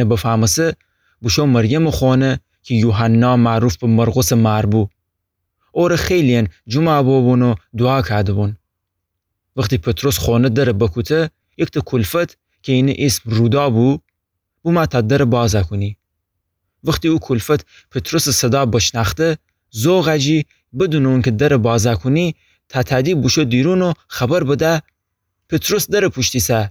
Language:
Gilaki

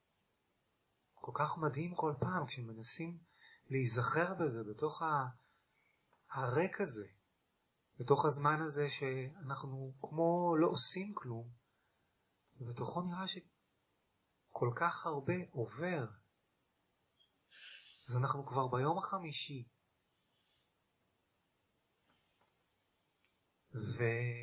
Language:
Hebrew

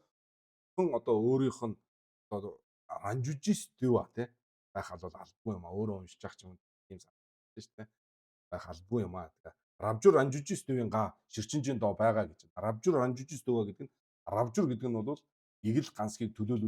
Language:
Mongolian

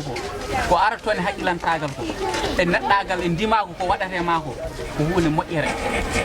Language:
Fula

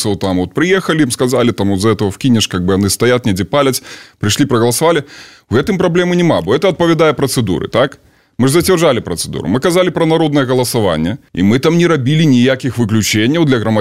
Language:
Belarusian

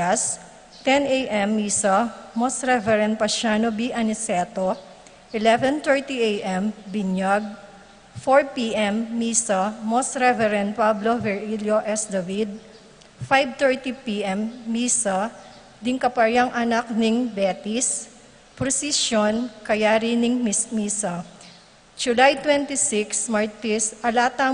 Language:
Pampanga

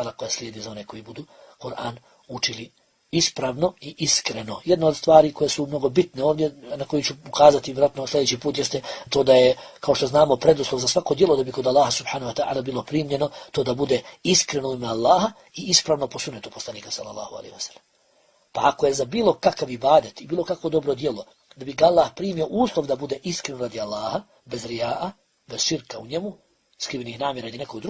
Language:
Bosnian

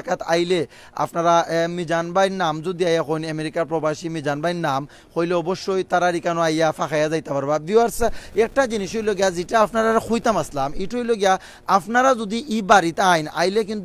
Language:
Sylheti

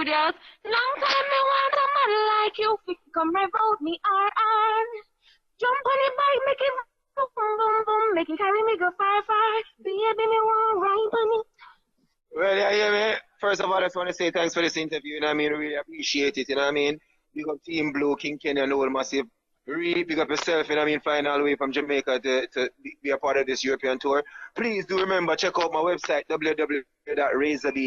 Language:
Jamaican Creole English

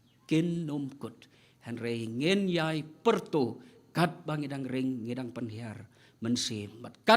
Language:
Khasi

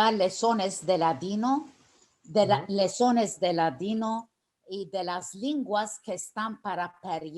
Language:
Ladino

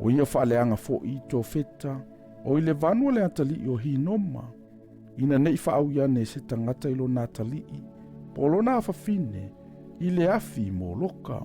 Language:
Samoan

